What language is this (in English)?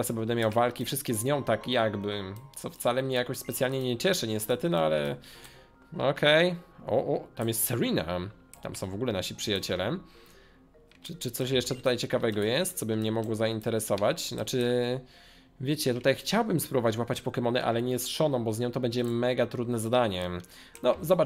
Polish